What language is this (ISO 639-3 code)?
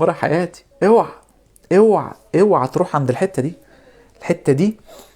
arz